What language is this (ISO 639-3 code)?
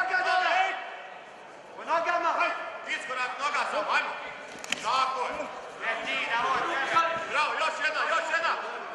hrv